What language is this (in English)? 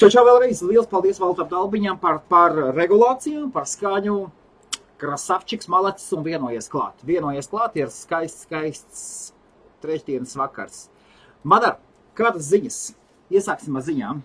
Latvian